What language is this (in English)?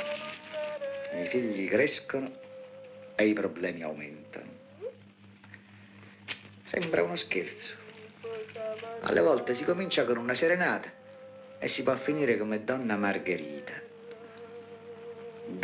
Italian